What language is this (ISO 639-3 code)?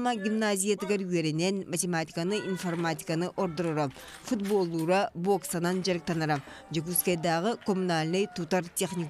sah